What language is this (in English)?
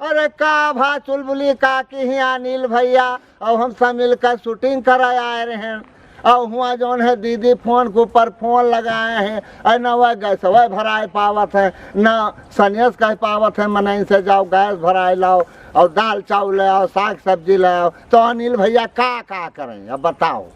Awadhi